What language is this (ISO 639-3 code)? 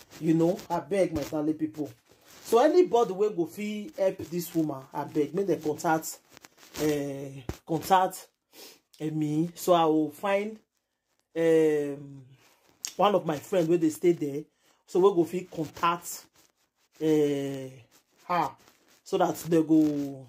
pcm